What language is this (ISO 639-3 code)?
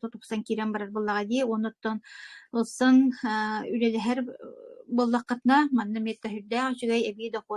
sah